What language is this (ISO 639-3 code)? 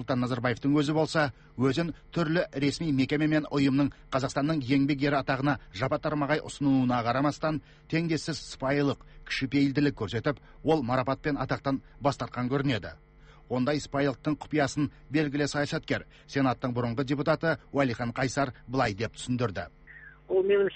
kaz